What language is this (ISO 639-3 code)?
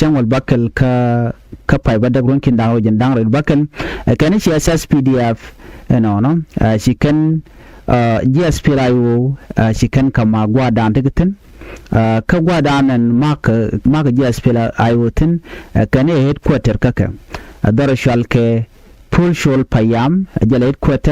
nus